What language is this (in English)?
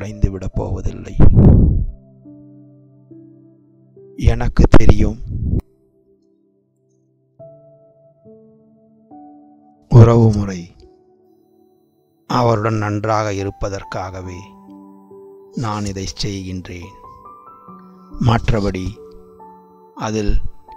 Tamil